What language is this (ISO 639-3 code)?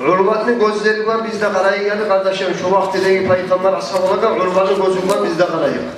kum